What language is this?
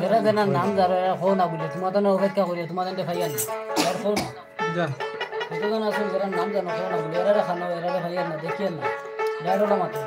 Sylheti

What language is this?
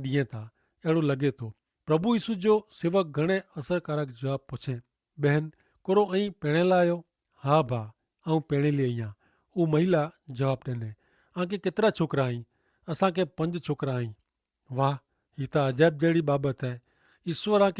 Kachhi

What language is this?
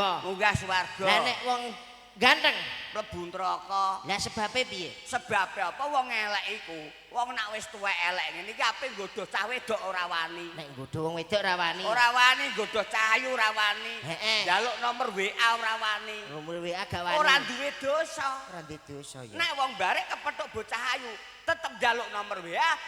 Javanese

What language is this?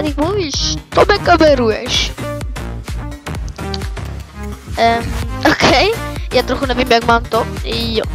Czech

